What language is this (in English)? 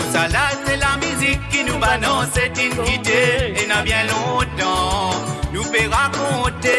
Morisyen